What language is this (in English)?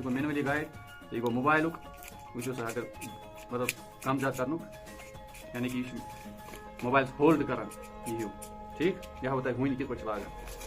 Kashmiri